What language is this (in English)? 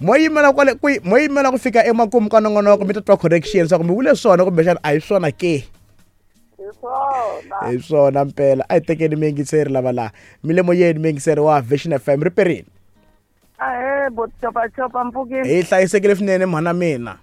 Tsonga